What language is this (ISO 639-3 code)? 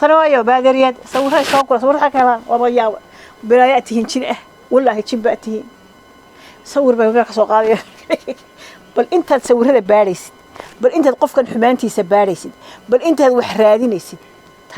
som